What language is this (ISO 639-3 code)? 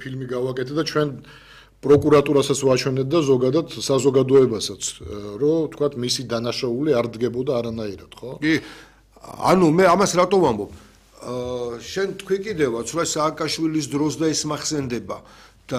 kat